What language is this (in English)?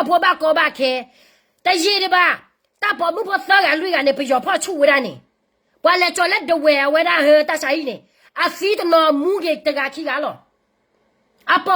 S'gaw Karen